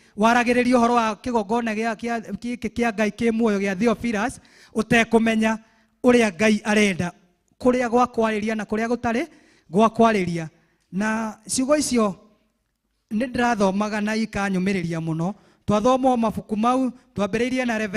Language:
Kikuyu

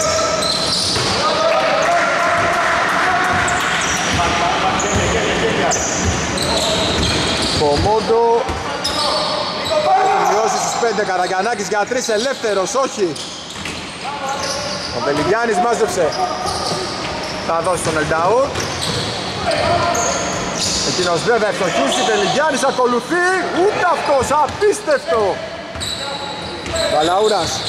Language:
Greek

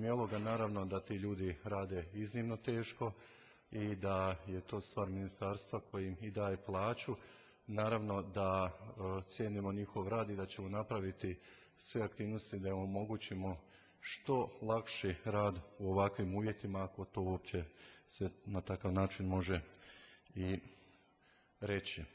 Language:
Croatian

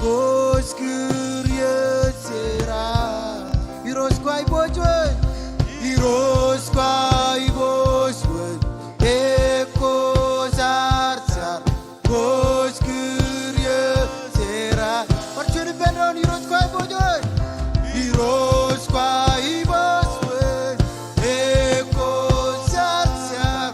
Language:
Marshallese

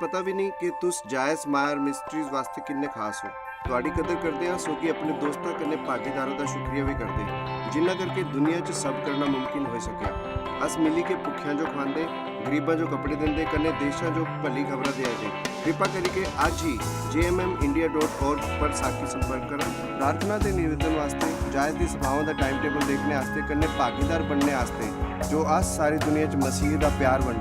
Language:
Dogri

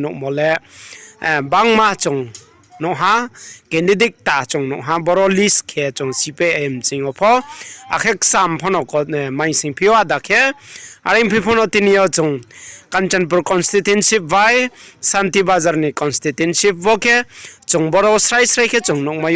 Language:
Riang (India)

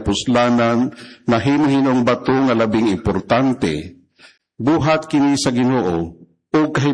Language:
Cebuano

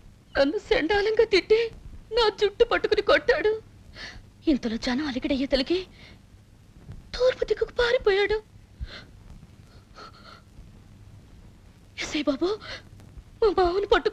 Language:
Telugu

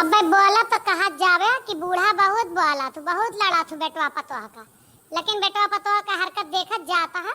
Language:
Awadhi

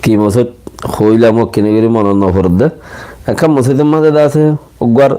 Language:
Rohingya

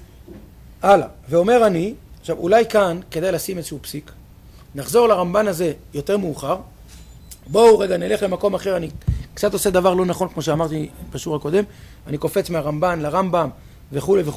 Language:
Hebrew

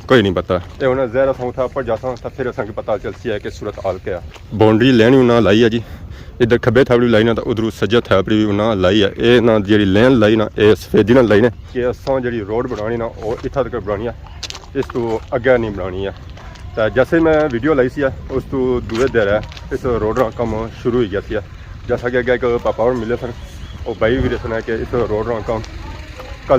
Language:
Pahari-Potwari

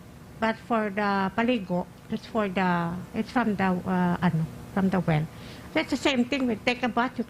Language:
Hiligaynon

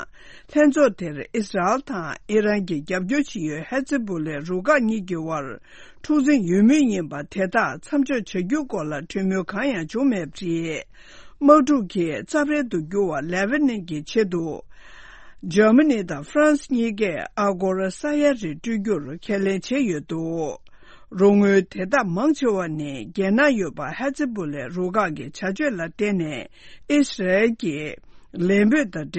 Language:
Tibetan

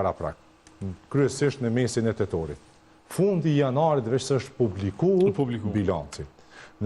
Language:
Albanian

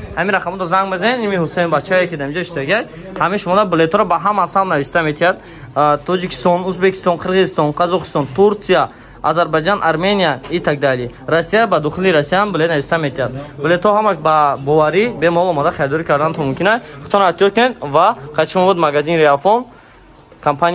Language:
Tajik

